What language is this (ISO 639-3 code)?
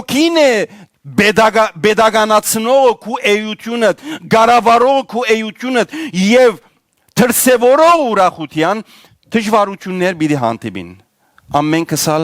hyw